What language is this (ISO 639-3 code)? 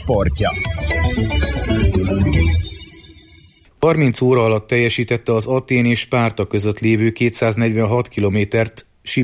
hun